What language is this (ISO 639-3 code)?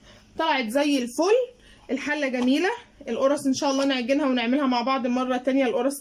arz